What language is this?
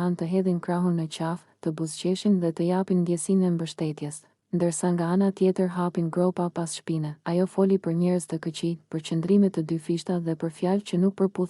Albanian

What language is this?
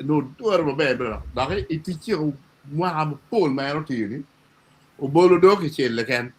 Acoli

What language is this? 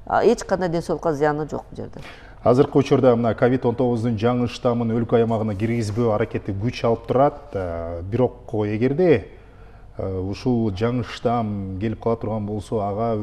Kyrgyz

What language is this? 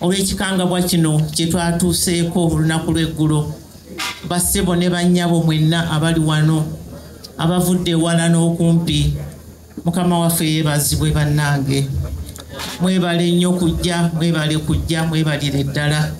Ganda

